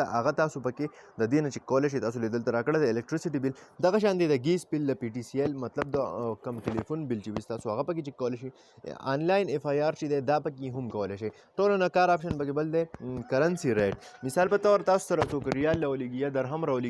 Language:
Pashto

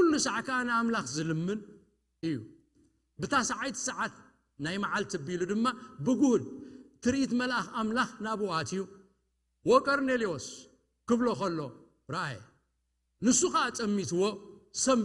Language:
Tigrinya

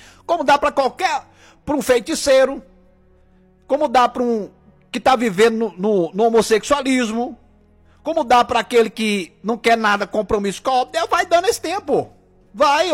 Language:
Portuguese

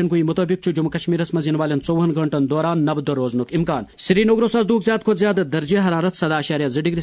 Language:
Kashmiri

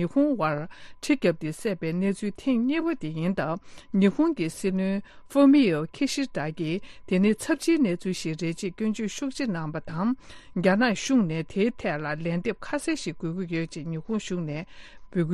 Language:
Tibetan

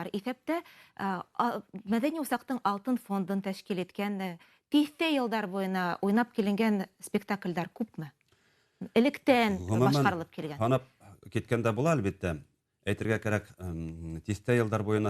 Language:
Bashkir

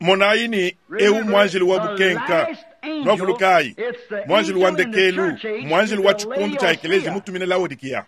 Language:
Luba-Lulua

